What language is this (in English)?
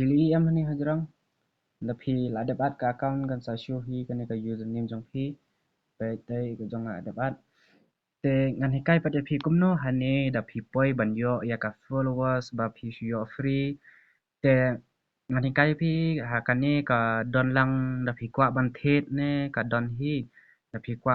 Khasi